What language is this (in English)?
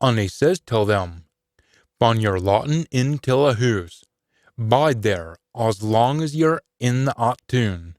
Scots